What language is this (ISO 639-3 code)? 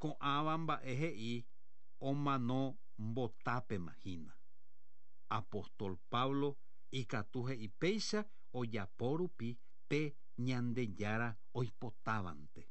grn